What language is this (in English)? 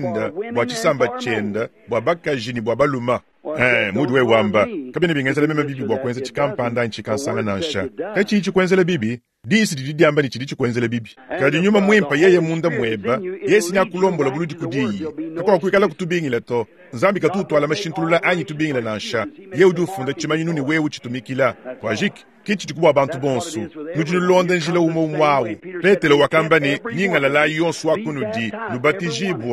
Luba-Lulua